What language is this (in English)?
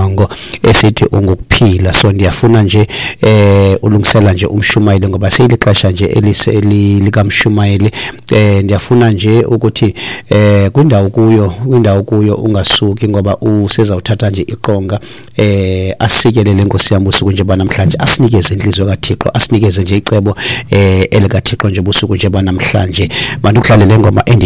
Xhosa